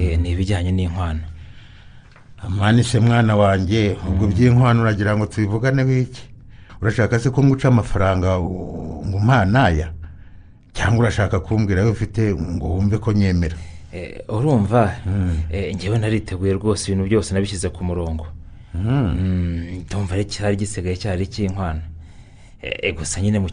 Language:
Kinyarwanda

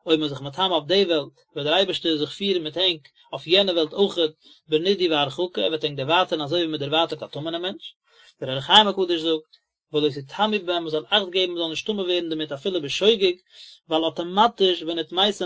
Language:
Yiddish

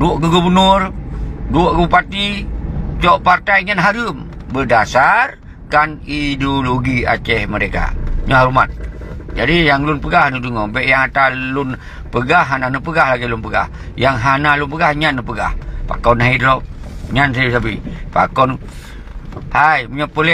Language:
Achinese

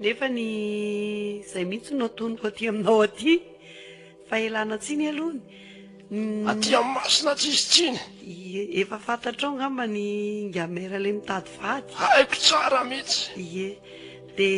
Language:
Malagasy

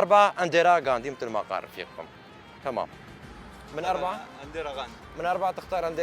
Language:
Kurdish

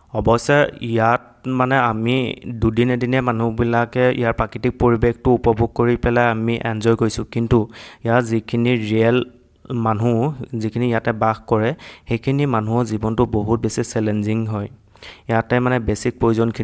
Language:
Assamese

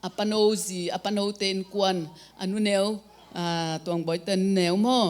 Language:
Tedim Chin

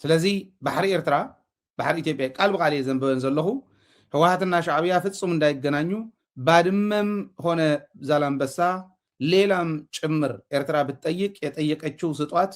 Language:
Tigrinya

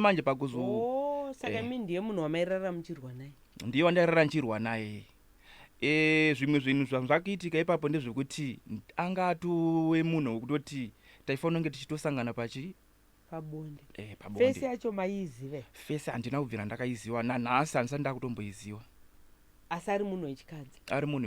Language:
Shona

